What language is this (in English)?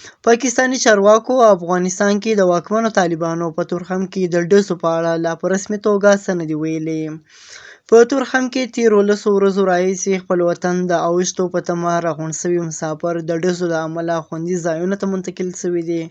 Pashto